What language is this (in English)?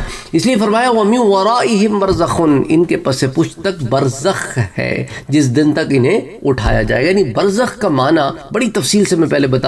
Urdu